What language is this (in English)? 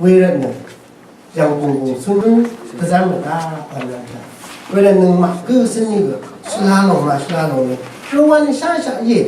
Rawang